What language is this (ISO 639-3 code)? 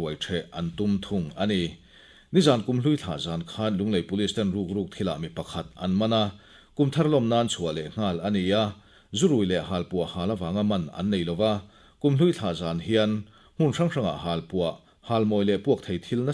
lus